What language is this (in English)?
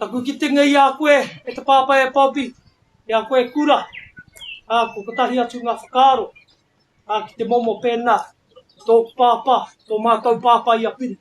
Māori